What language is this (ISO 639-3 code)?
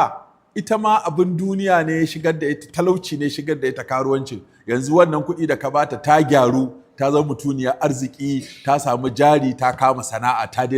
hau